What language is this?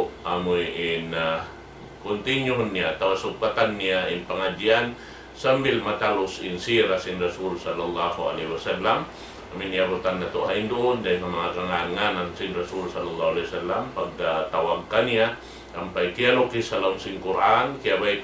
Tausug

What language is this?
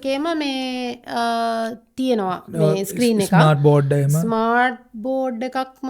Sinhala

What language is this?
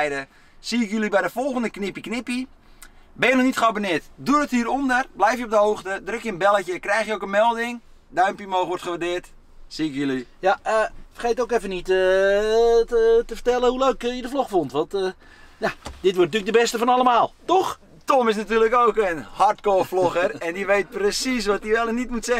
Dutch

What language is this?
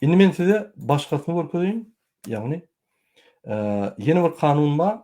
Turkmen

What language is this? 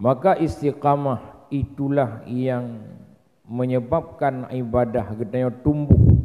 Achinese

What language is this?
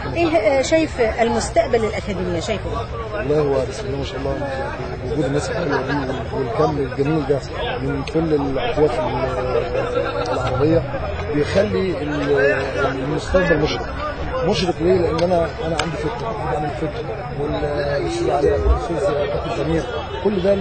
Egyptian Arabic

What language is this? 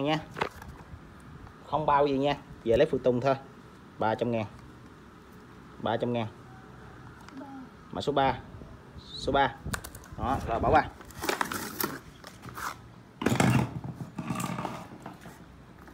Vietnamese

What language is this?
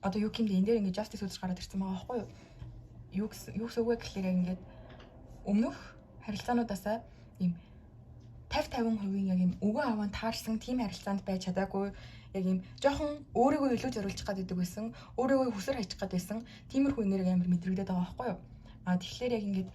Mongolian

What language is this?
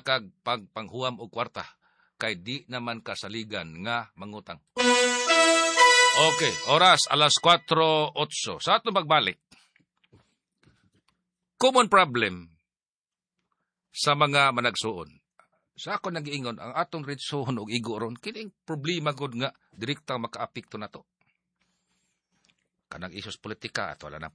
Cebuano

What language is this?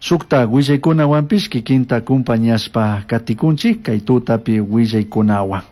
Chimborazo Highland Quichua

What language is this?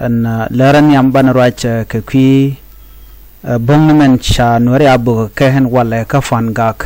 Nuer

